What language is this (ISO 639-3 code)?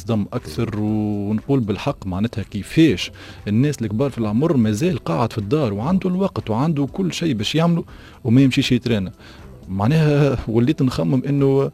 aeb